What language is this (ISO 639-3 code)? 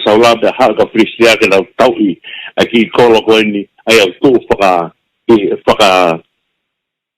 ton